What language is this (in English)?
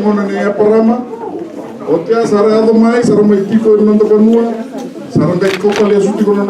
Fijian